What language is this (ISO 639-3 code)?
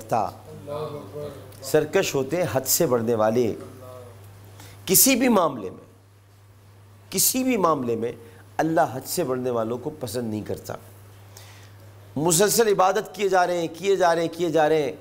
urd